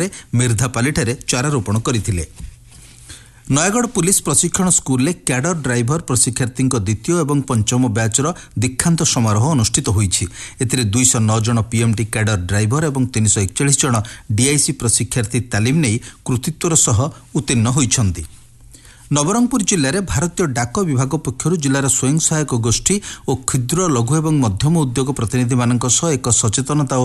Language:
Odia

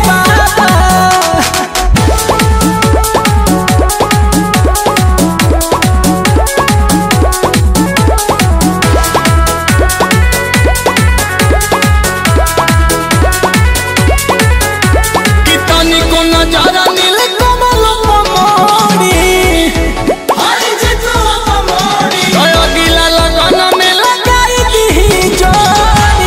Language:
Bhojpuri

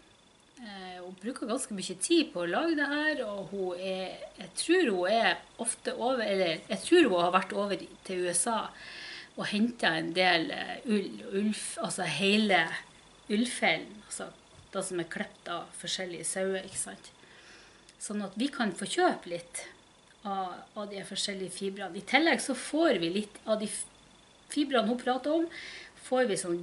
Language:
Norwegian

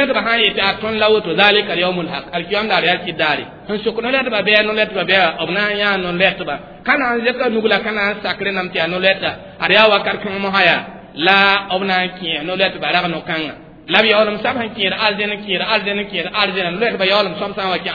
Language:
Mossi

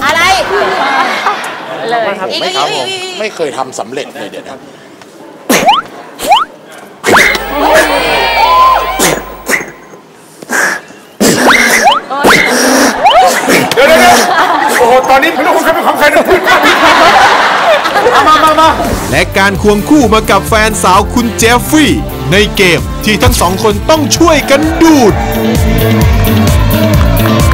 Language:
Thai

